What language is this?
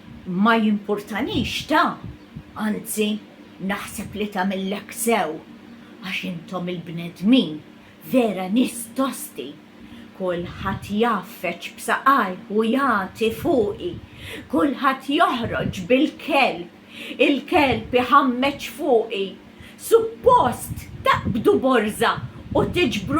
Maltese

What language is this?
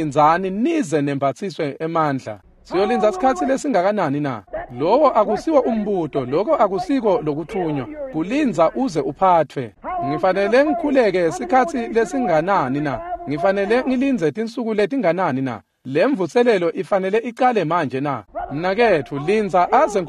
Swati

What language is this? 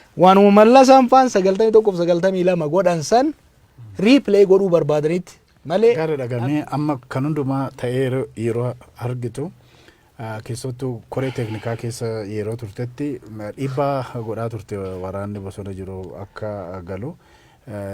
Oromo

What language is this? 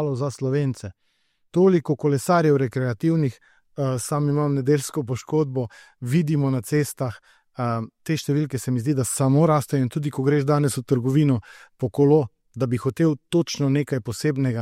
Slovenian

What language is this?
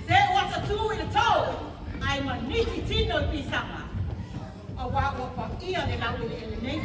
Samoan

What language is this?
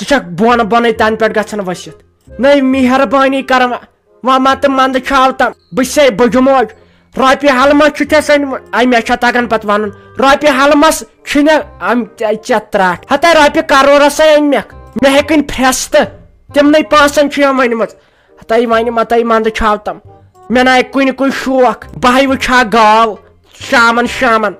Kashmiri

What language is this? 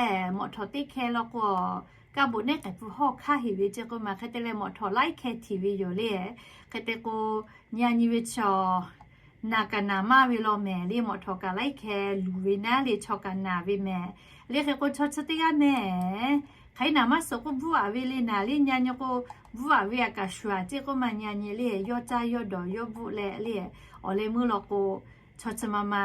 Lahu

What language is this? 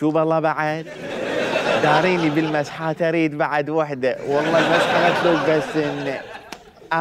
Mesopotamian Arabic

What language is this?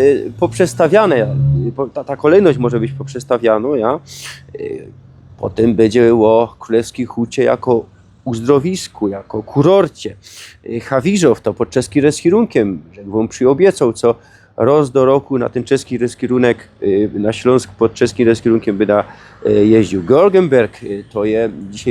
Silesian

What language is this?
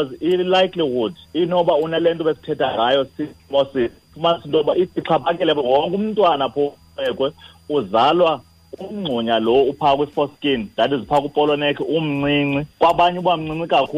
Xhosa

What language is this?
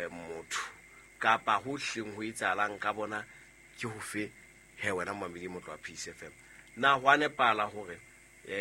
Southern Sotho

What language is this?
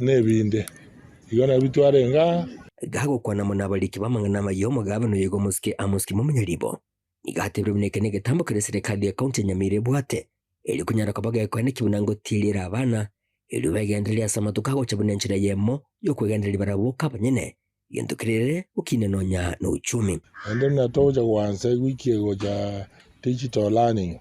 Gusii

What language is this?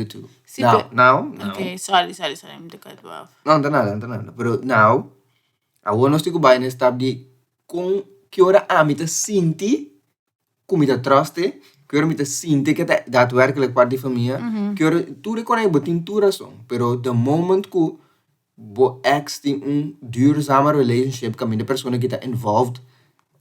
Papiamento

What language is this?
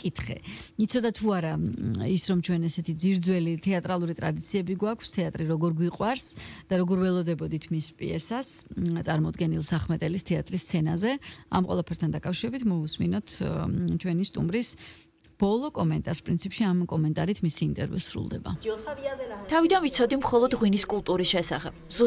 Georgian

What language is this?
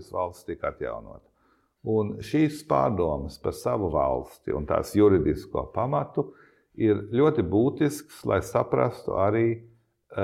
Latvian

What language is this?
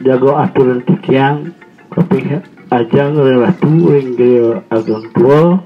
Balinese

